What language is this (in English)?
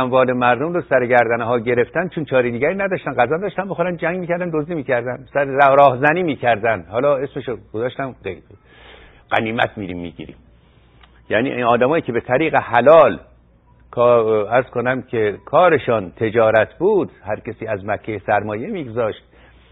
Persian